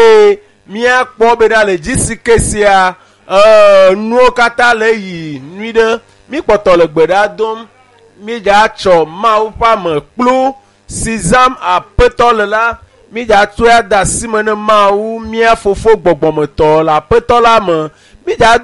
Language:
Ewe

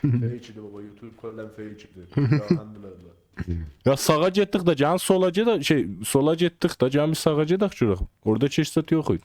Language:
South Azerbaijani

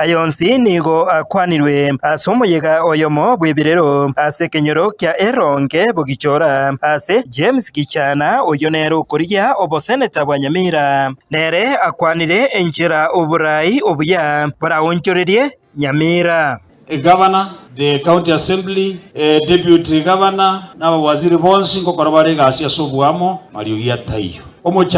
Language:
Gusii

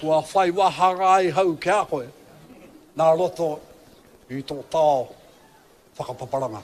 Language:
Māori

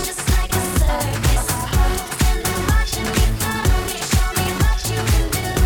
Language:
English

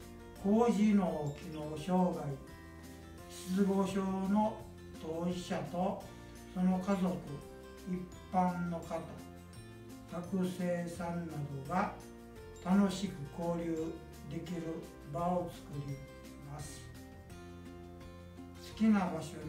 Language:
Japanese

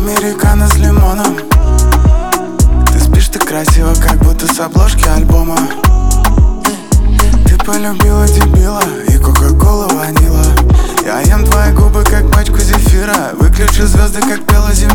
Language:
Russian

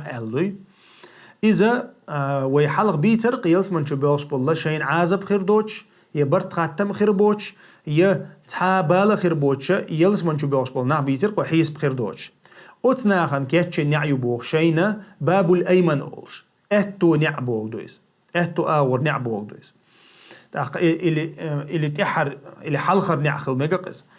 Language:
Chechen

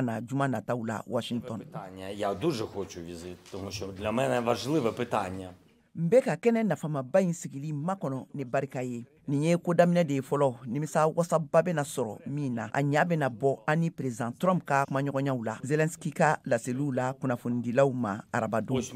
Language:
Bambara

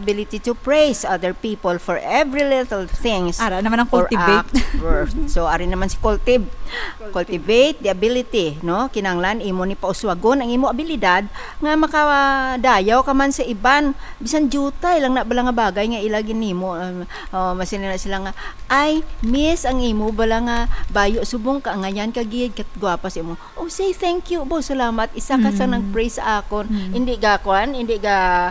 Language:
Hiligaynon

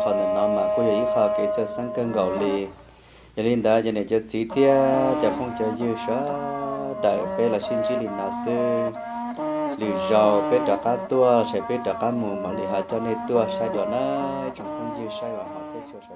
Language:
Hmong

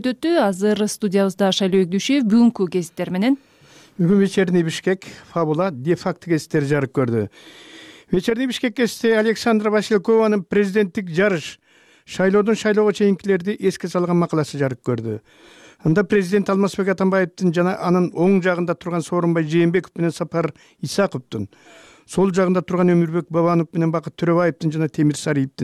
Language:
Kyrgyz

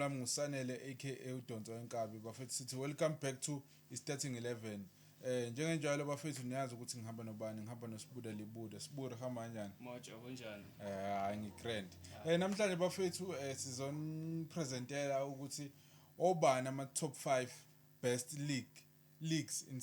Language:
Zulu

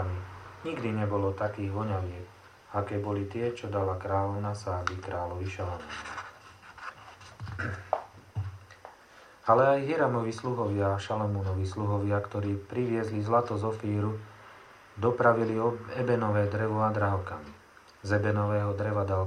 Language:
Slovak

